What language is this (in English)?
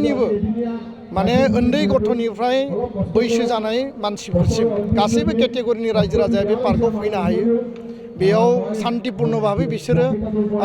Bodo